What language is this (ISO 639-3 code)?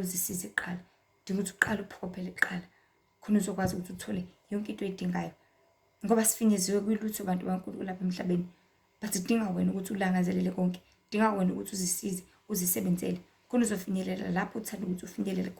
zul